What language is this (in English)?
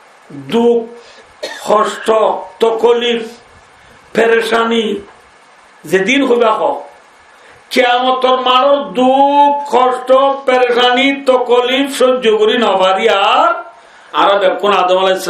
Rohingya